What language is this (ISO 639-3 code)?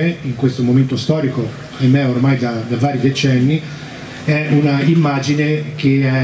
ita